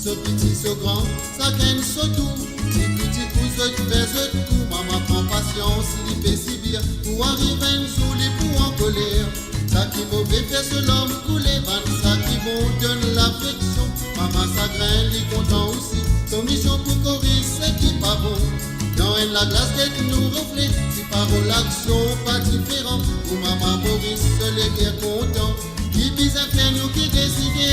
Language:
Morisyen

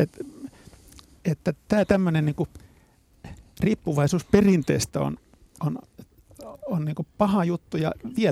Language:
Finnish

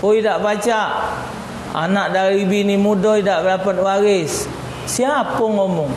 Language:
Musi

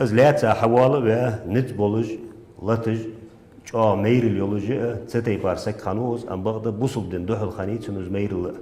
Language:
Ingush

